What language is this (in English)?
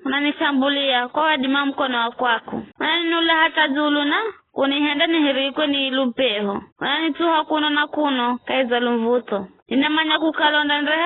Giryama